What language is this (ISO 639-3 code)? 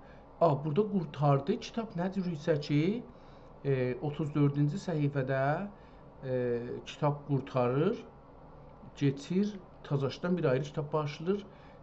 azb